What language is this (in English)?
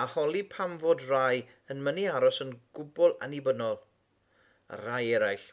Welsh